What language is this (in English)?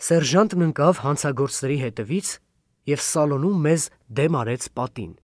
Armenian